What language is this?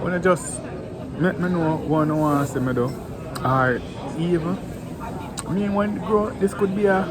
Jamaican Creole English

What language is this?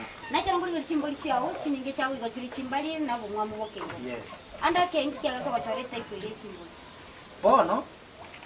Gusii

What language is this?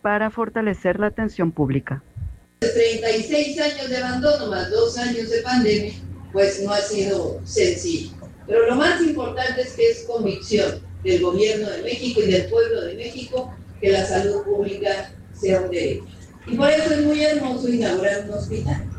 Spanish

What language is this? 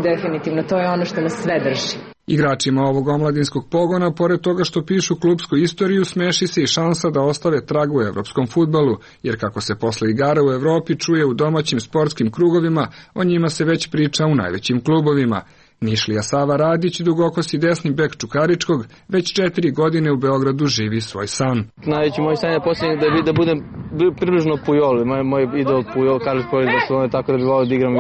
Serbian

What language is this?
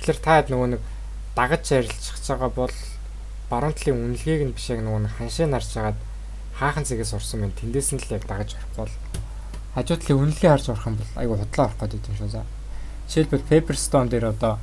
Mongolian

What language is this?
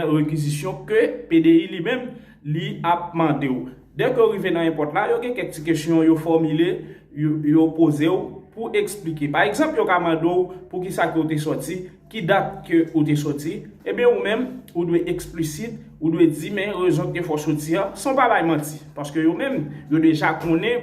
Haitian Creole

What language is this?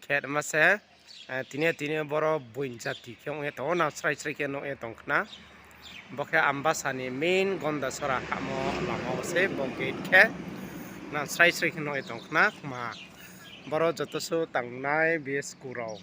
Riang (India)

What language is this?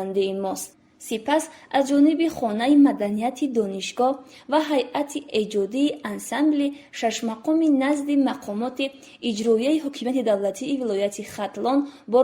Tajik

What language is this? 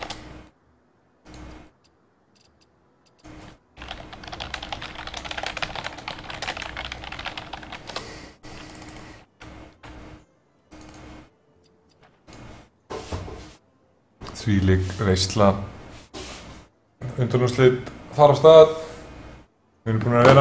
Icelandic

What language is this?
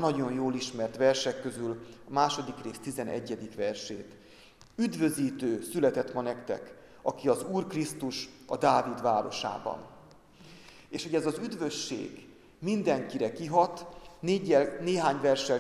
Hungarian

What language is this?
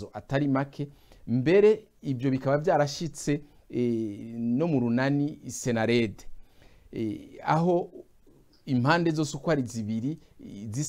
Rundi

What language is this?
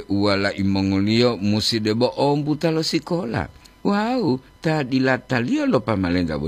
Gorontalo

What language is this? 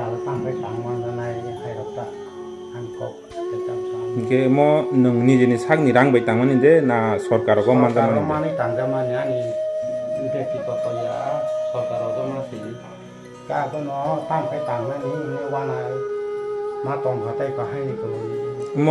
Kok Borok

